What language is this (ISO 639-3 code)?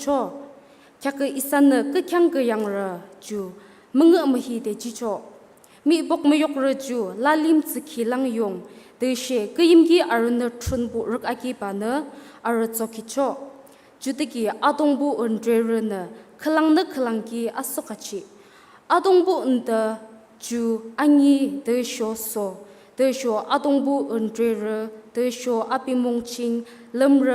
nag